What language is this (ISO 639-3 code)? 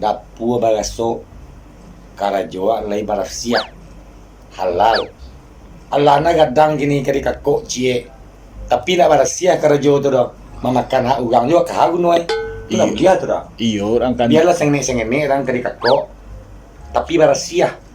min